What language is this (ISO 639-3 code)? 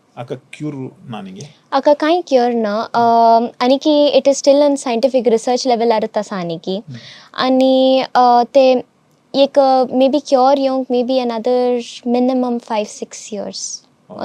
kok